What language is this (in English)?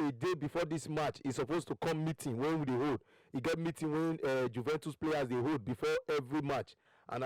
Nigerian Pidgin